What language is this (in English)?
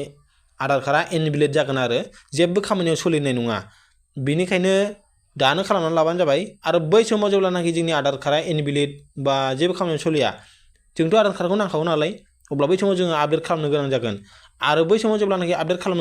Bodo